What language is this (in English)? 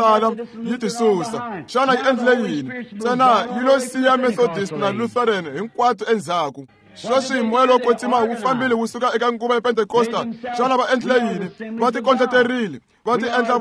Tsonga